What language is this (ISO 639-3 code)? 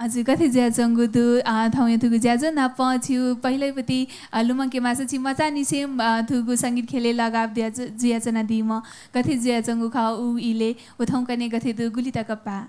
new